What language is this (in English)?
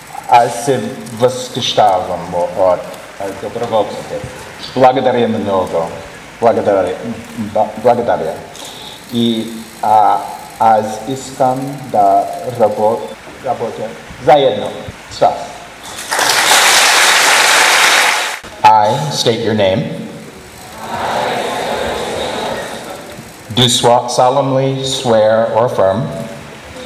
Bulgarian